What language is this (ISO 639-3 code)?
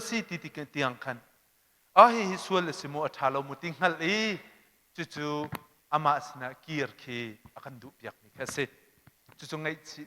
cnh